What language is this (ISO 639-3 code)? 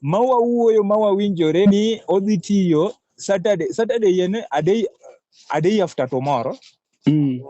luo